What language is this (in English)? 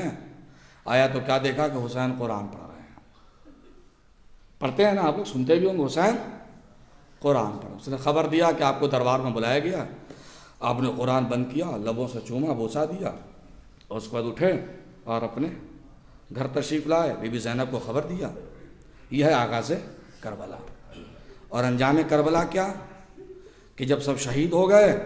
Urdu